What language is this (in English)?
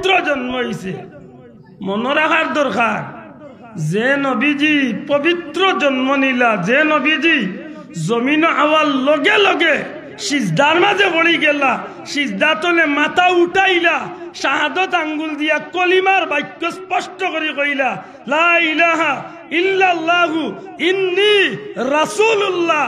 Sylheti